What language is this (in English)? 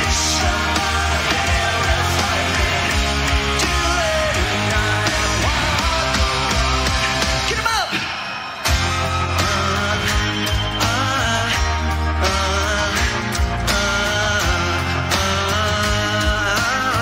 English